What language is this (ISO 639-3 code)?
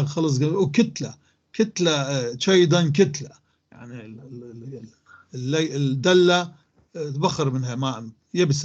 apc